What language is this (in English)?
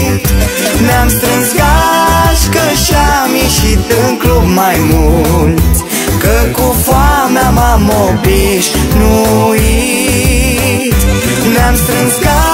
Romanian